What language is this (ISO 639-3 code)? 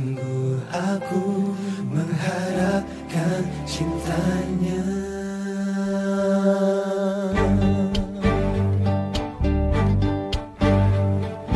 ind